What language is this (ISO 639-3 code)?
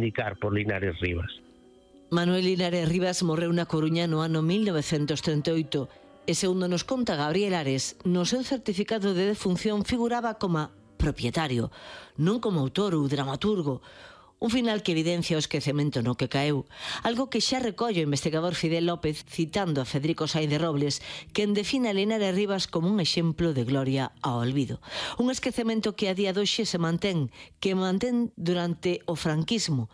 glg